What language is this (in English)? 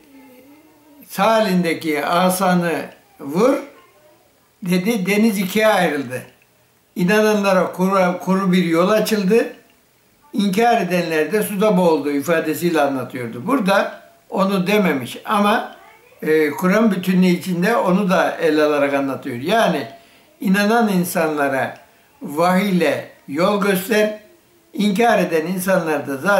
Turkish